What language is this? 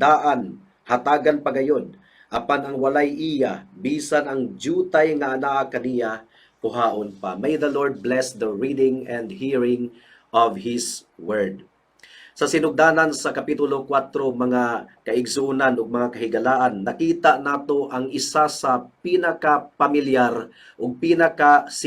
Cebuano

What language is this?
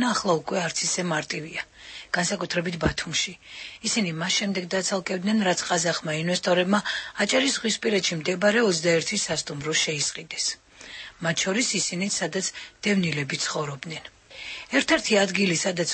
Georgian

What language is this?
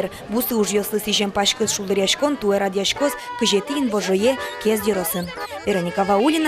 Udmurt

